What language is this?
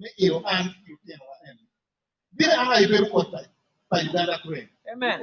Acoli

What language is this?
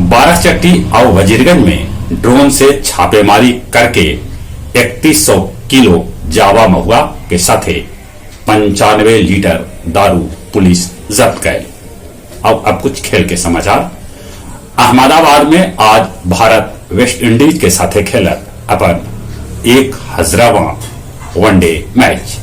Magahi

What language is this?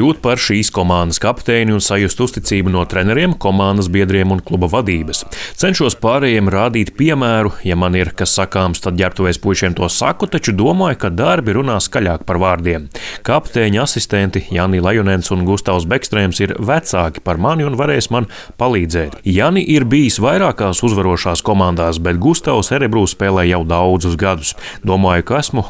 Latvian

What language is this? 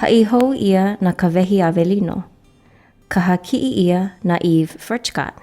Hawaiian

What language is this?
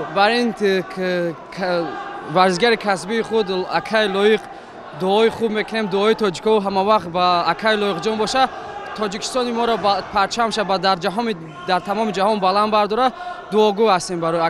Tajik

